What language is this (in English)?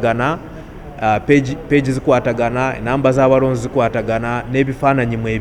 Ganda